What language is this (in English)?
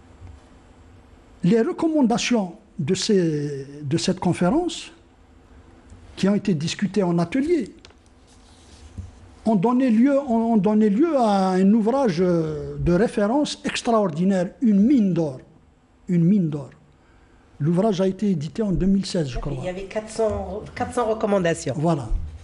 French